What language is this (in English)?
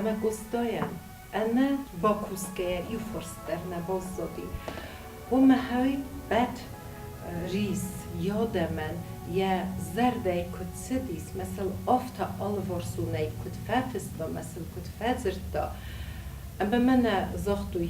Ossetic